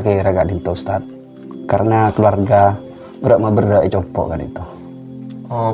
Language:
Madurese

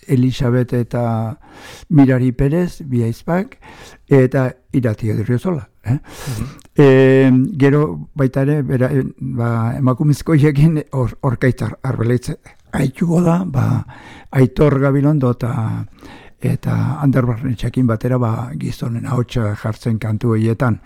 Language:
Basque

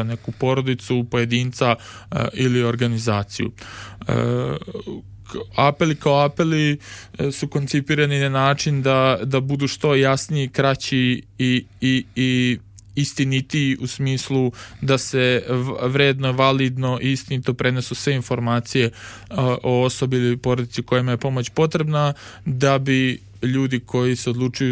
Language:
Serbian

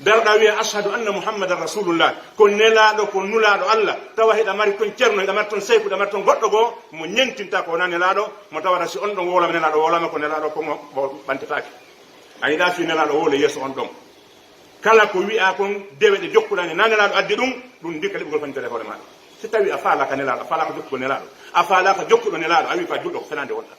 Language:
Pular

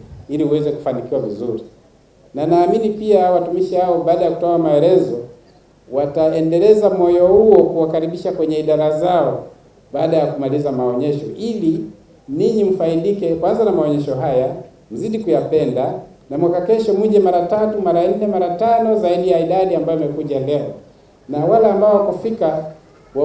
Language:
Swahili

